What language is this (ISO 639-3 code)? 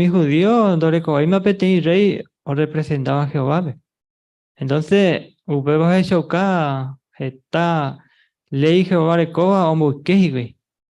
grn